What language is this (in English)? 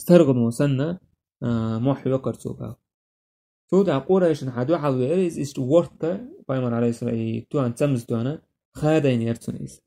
Chechen